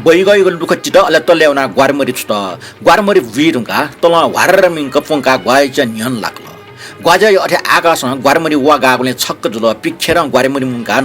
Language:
Newari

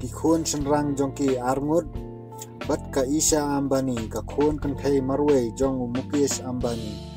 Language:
Khasi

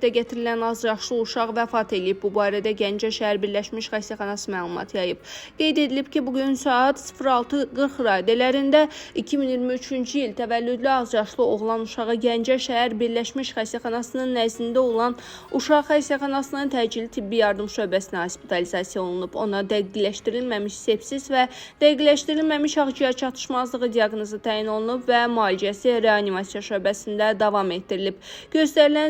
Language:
Azerbaijani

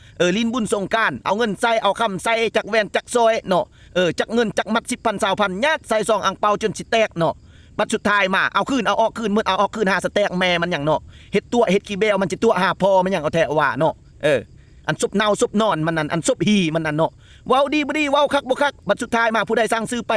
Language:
Lao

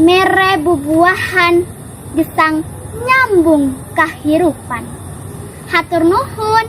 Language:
Sundanese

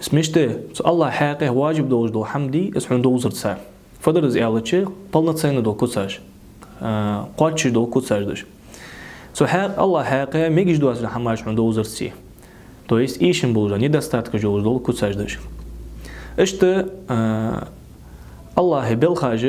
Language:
Ingush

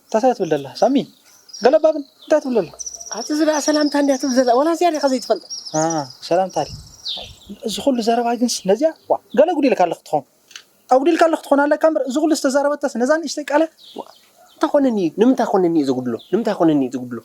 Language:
Tigrinya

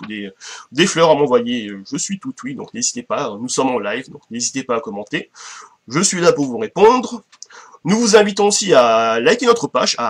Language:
French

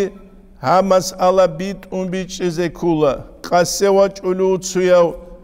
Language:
Avaric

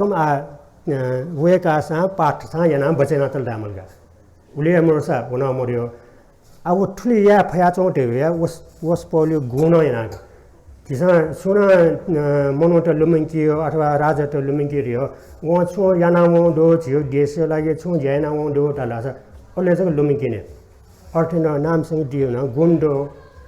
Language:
Newari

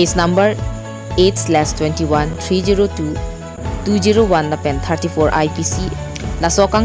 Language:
Karbi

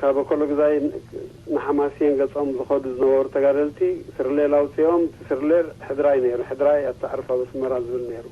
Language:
Tigrinya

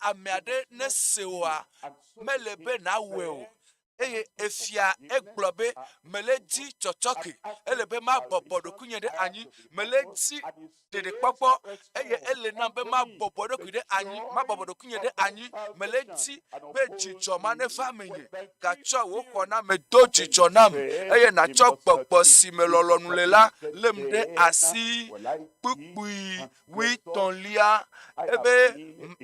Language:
Ewe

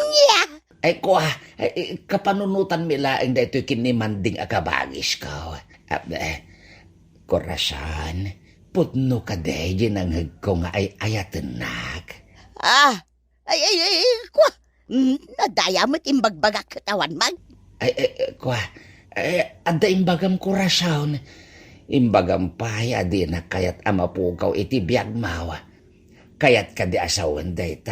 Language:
Iloko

